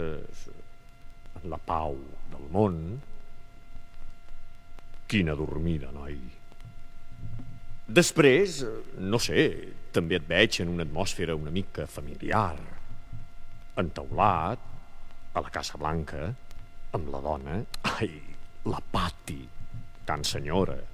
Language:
Catalan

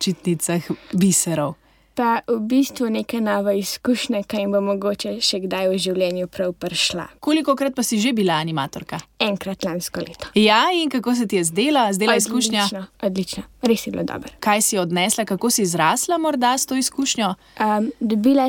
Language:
Slovenian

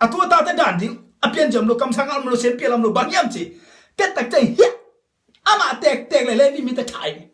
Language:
Tedim Chin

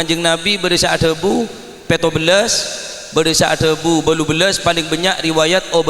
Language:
Madurese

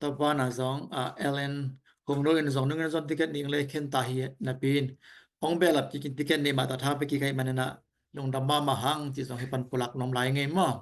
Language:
Tedim Chin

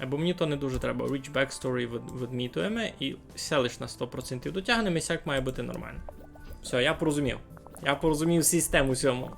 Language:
Rusyn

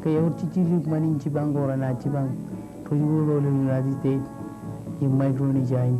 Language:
Marshallese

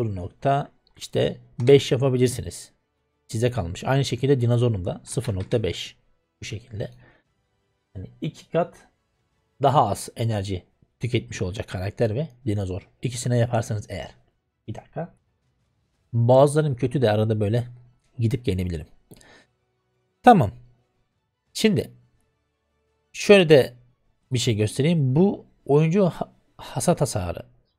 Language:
Turkish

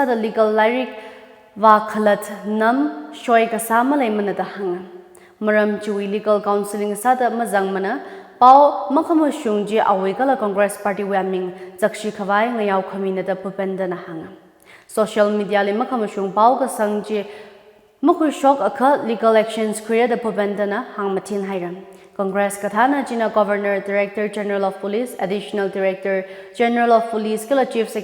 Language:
Tangkhul Naga (India)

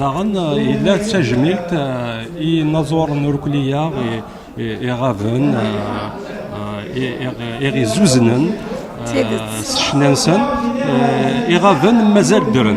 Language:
Kabyle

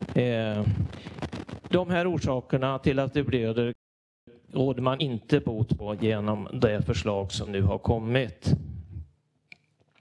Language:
Swedish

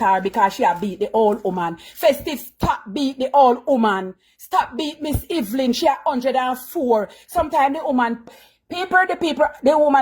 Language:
Jamaican Creole English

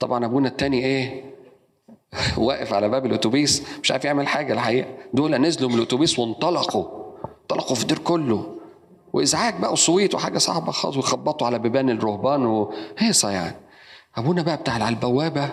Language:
Egyptian Arabic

